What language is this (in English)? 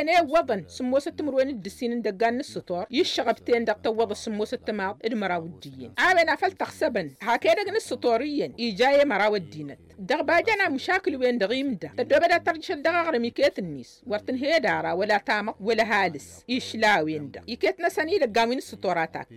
Tamasheq